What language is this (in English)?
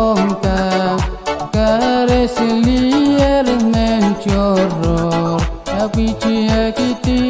Pohnpeian